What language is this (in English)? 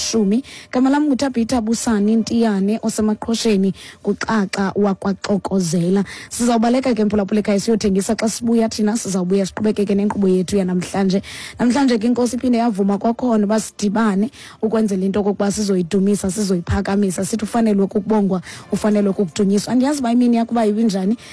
Xhosa